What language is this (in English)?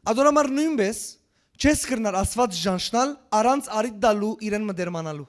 Western Armenian